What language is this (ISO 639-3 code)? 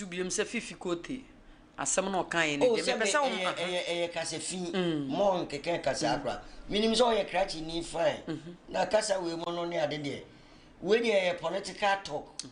aka